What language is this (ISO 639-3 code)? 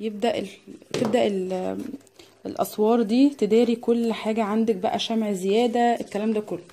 arz